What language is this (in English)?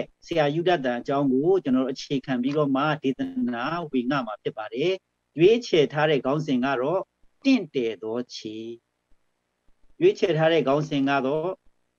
Burmese